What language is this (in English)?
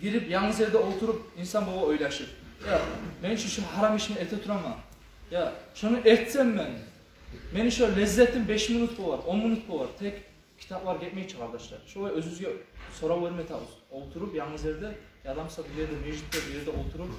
Kumyk